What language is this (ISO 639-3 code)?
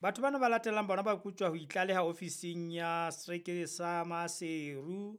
sot